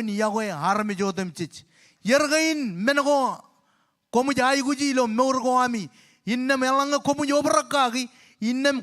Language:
Marshallese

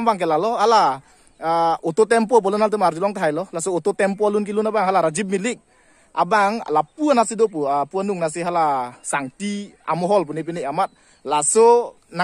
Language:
Karbi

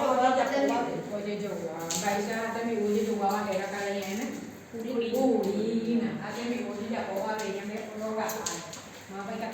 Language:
Guarani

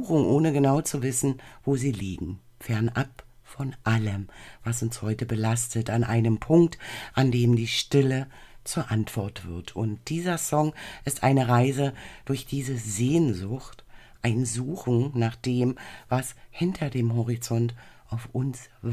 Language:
German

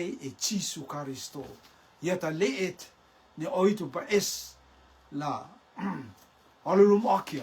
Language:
Rotuman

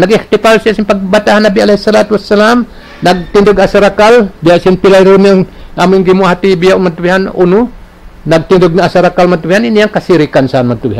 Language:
Tausug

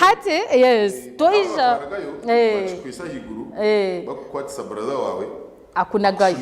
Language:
Nyankole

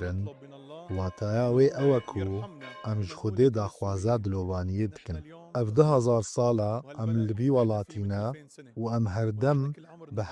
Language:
Kurdish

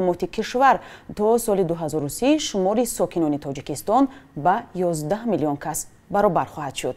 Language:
Tajik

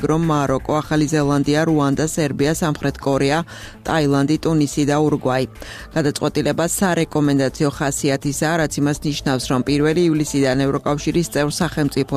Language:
Georgian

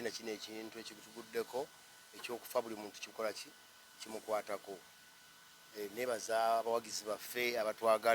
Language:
Ganda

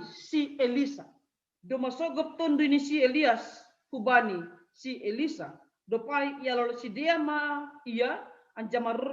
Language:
Batak Simalungun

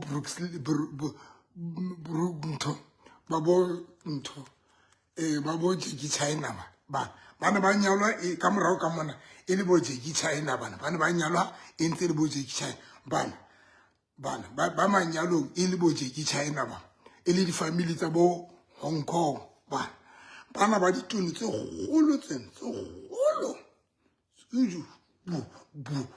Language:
Southern Sotho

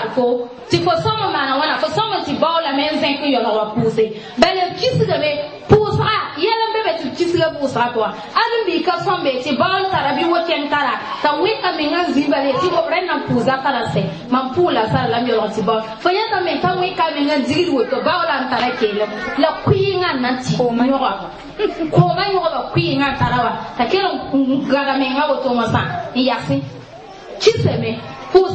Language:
Mossi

